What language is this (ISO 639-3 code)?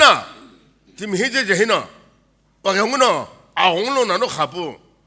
nsm